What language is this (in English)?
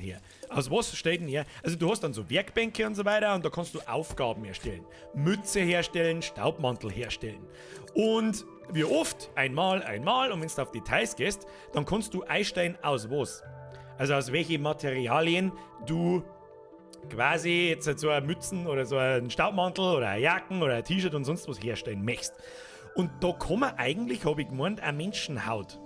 Bavarian